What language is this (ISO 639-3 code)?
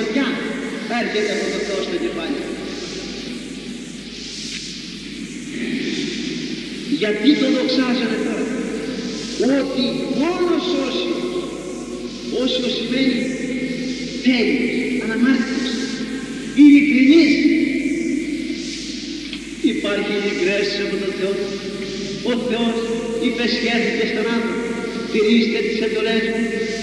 ell